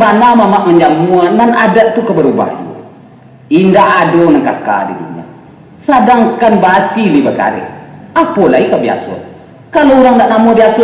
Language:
Minangkabau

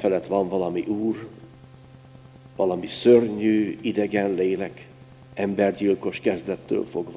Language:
Hungarian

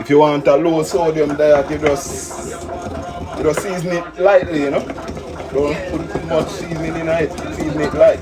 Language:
Jamaican Creole English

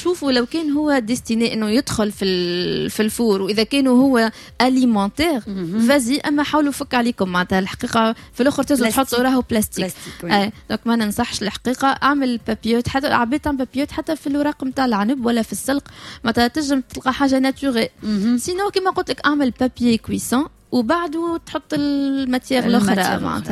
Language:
Tunisian Arabic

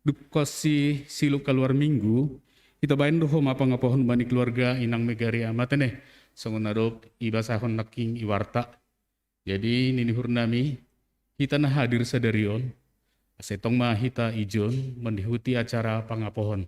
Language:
Batak Simalungun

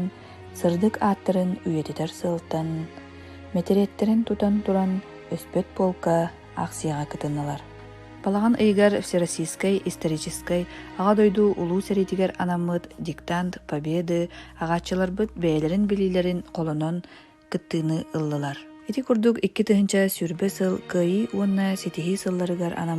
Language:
Yakut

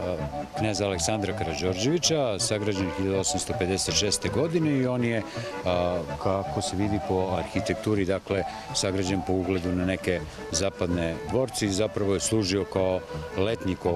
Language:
Serbian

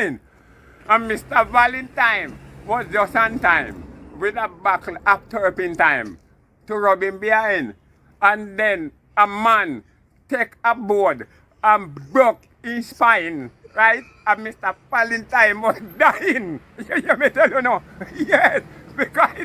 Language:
Jamaican Creole English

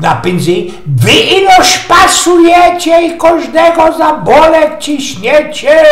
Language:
Silesian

